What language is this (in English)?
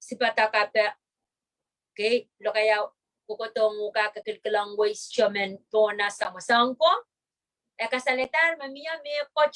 Pohnpeian